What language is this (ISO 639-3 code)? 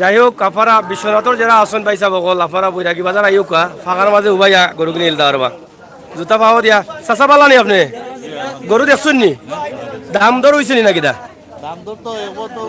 syl